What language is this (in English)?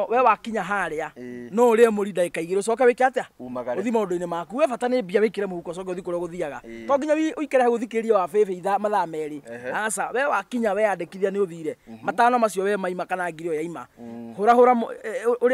Kikuyu